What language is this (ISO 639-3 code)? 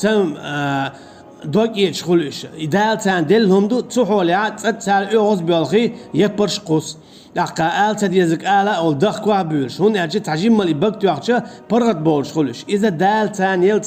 che